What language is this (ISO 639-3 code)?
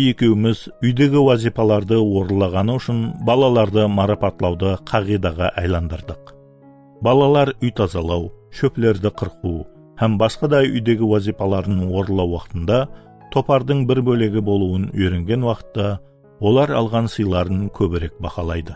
kaa